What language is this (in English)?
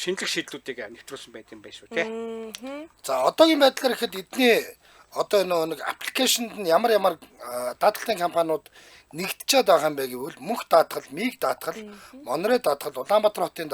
Mongolian